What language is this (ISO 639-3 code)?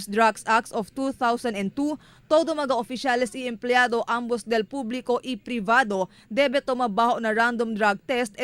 cbk